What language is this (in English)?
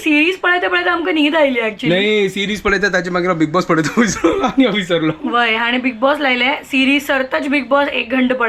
Konkani